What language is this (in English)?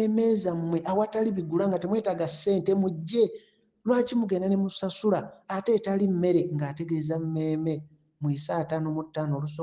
Ganda